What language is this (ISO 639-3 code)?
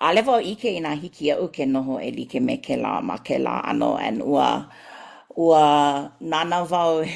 haw